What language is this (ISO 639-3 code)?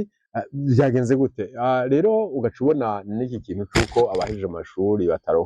run